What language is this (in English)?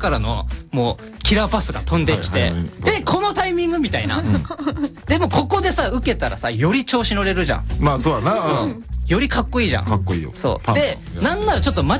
Japanese